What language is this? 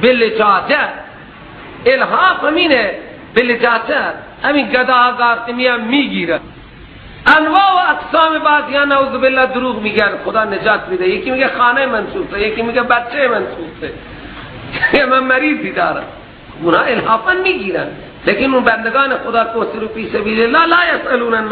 Persian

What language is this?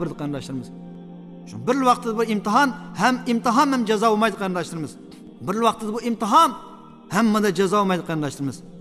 Uyghur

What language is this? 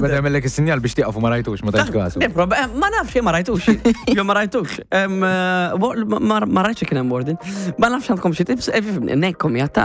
Maltese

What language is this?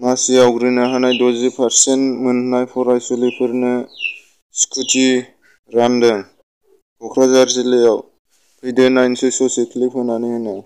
Bodo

